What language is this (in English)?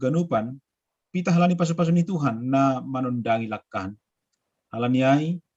Batak Simalungun